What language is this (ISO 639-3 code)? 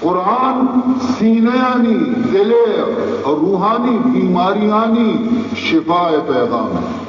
bal